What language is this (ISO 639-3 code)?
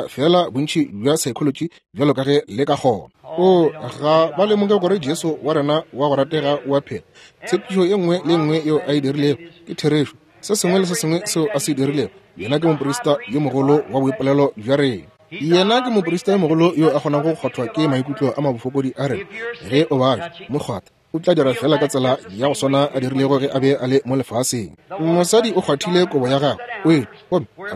nso